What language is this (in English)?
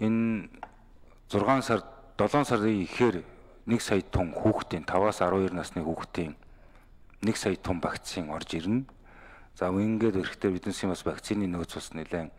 Mongolian